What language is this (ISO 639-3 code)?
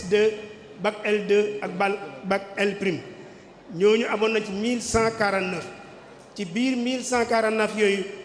wol